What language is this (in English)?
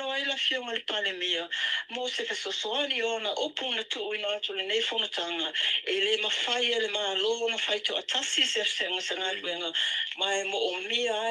Samoan